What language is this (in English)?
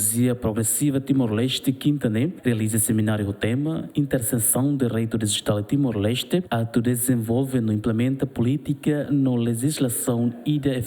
Tetum